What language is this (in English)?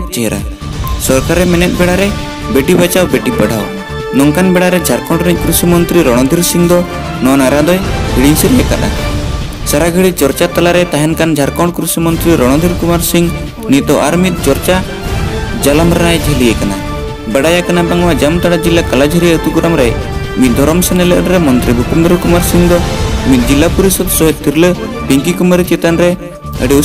Santali